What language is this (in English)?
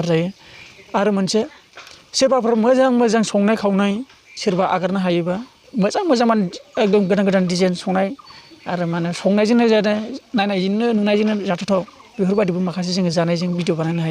Bodo